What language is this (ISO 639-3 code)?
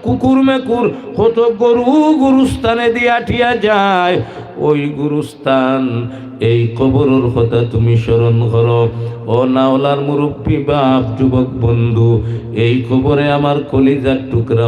syl